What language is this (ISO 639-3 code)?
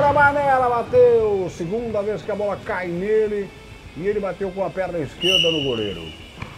por